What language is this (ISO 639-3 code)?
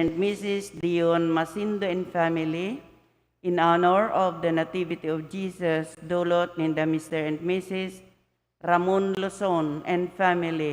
bik